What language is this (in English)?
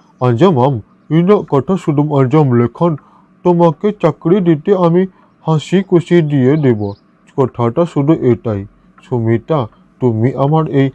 Santali